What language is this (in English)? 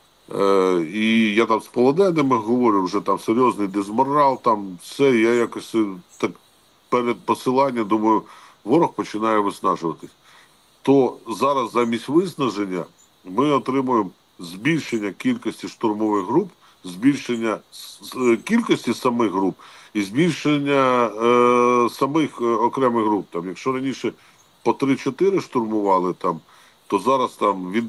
Ukrainian